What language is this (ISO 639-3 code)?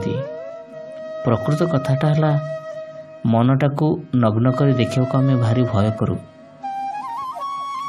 ori